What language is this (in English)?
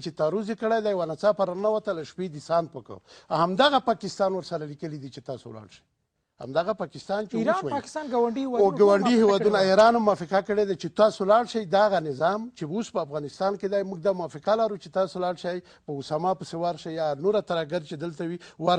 Pashto